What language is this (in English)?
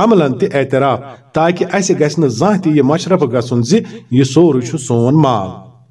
Kashmiri